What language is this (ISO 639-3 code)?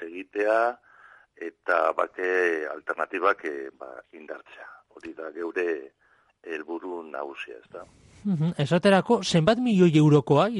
eus